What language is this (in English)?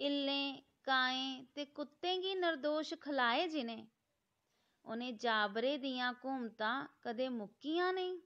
Dogri